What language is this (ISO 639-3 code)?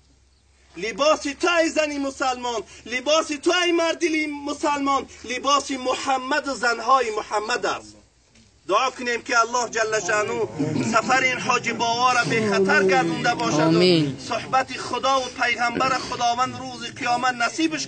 tgk